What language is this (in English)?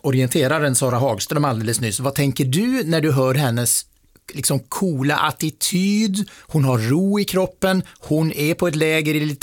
Swedish